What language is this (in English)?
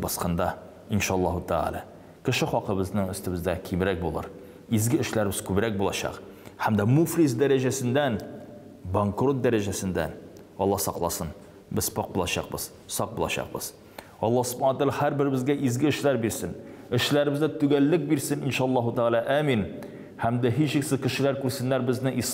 Tatar